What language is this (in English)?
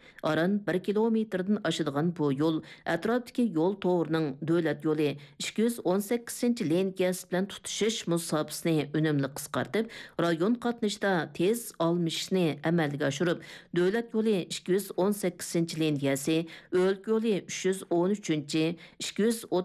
Uyghur